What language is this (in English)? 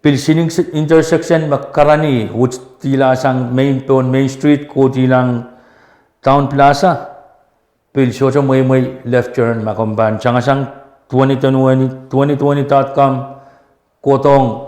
Pohnpeian